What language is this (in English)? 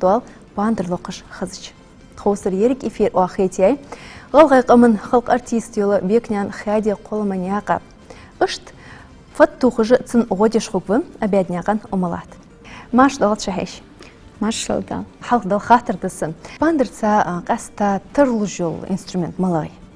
Ingush